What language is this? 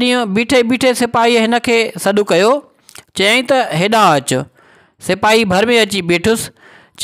Sindhi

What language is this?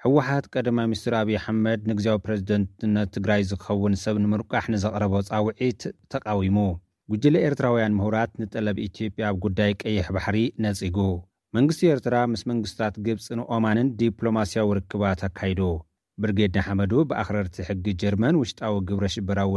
Tigrinya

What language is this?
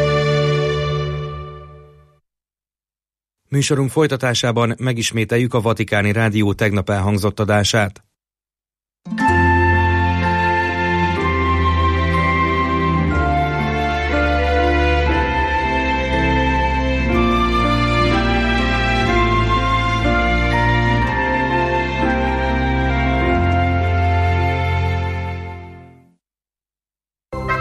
Hungarian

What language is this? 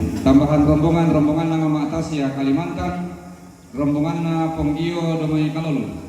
Toraja-Sa'dan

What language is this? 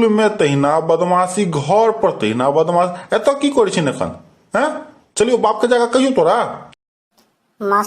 Maithili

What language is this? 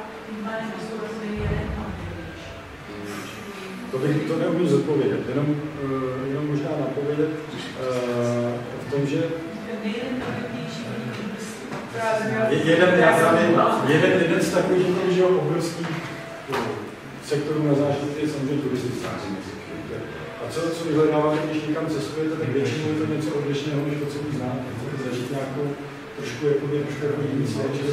Czech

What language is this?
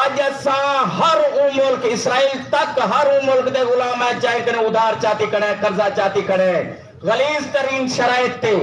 Saraiki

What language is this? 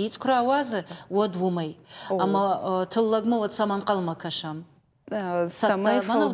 Ossetic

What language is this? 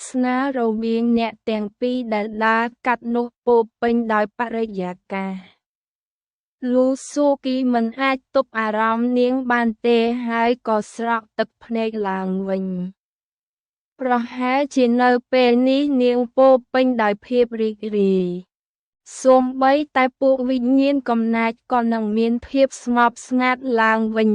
Khmer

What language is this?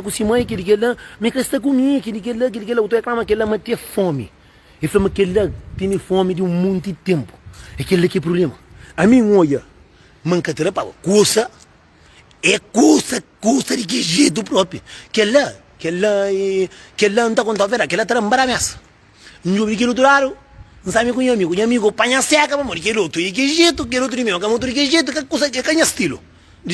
Kabuverdianu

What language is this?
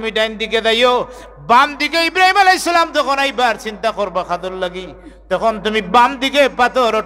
Sylheti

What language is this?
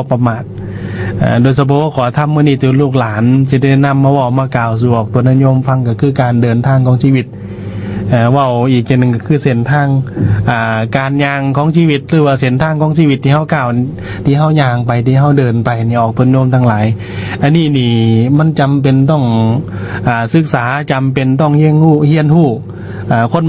Lao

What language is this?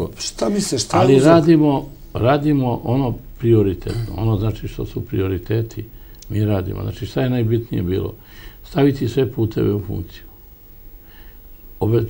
Serbian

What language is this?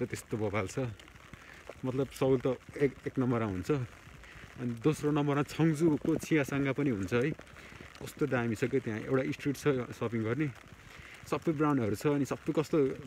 Nepali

